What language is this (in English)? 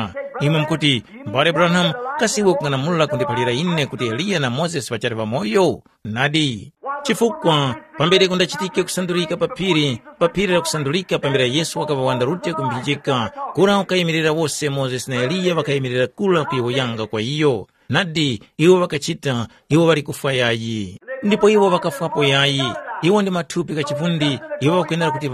Tumbuka